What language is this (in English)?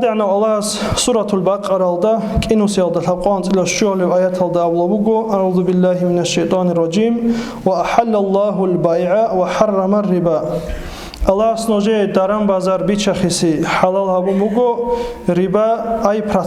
Avaric